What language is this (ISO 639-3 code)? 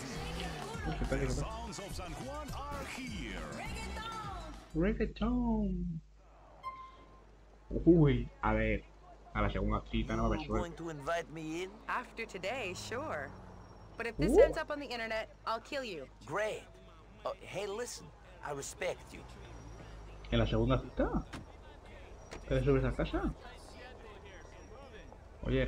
spa